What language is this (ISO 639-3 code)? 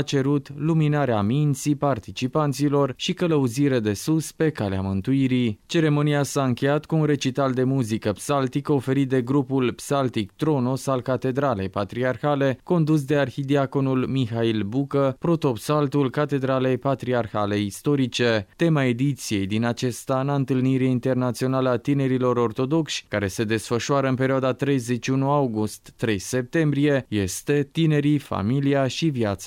ron